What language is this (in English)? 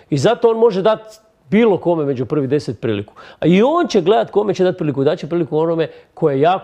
Croatian